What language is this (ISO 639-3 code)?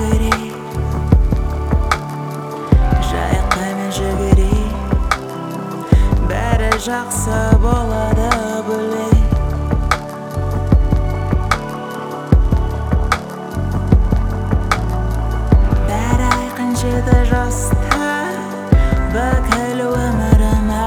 kaz